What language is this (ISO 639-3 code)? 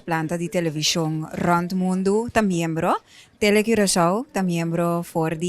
pap